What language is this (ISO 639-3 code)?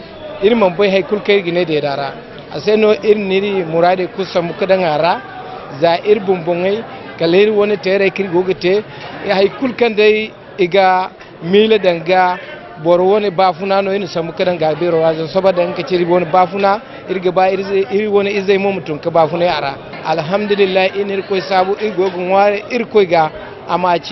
dje